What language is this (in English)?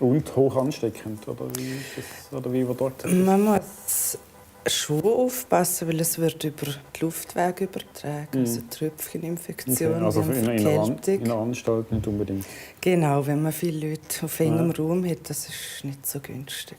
Romansh